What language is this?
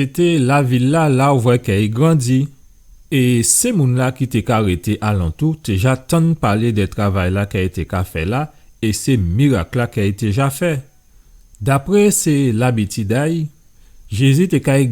Guadeloupean Creole French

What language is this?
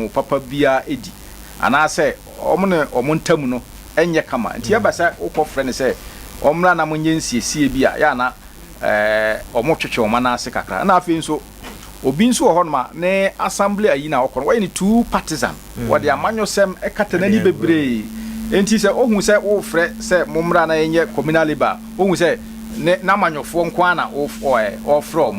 Akan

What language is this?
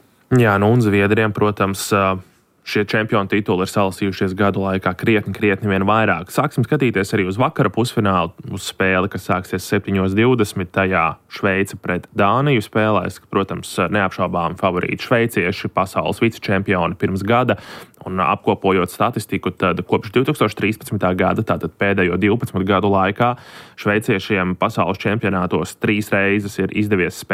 Latvian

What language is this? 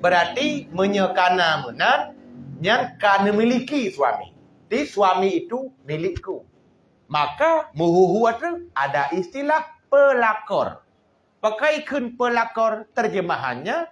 Achinese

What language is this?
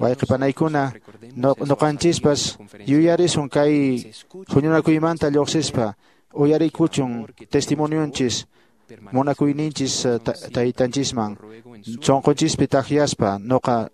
Quechua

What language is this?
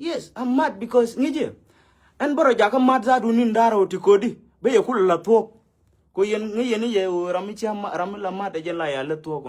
Nuer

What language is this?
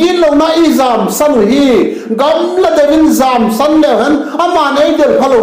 Vaiphei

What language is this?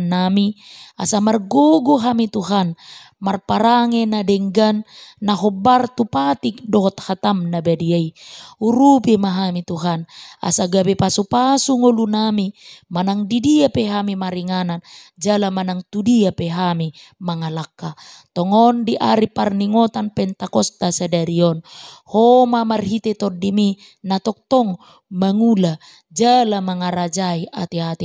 Batak Toba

